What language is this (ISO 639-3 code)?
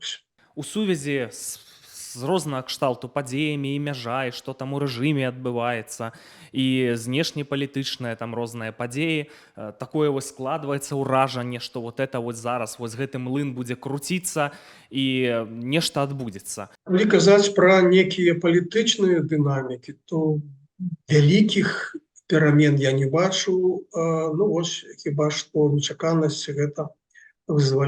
bel